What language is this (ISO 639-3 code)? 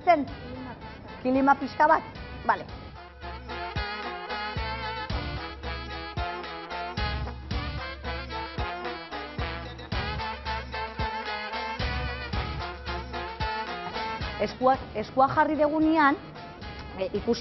eus